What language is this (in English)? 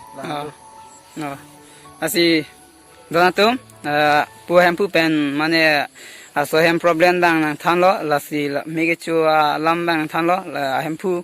Karbi